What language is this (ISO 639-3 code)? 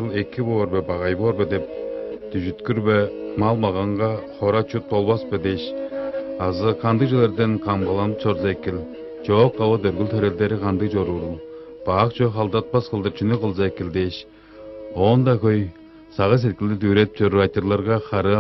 tyv